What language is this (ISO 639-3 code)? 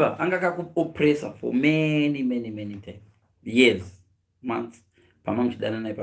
sna